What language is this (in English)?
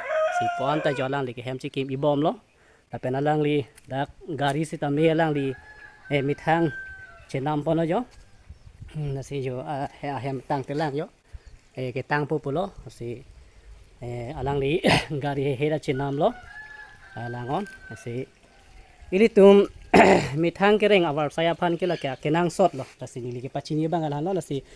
Karbi